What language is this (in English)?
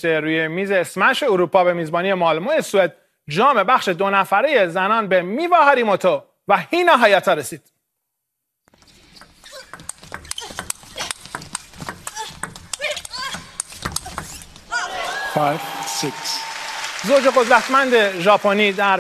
Persian